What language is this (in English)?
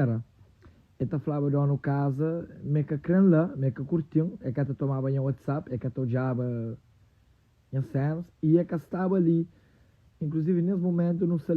Kabuverdianu